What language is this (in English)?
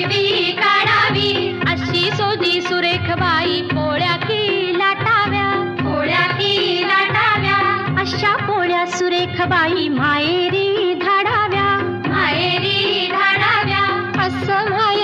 Marathi